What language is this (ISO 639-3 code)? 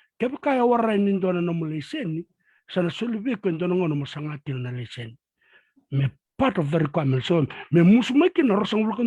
fij